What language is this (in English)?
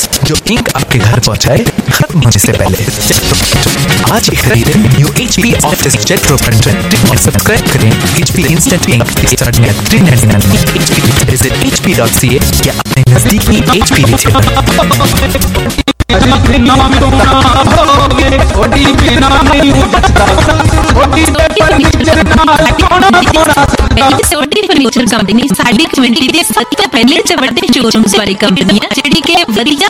Hindi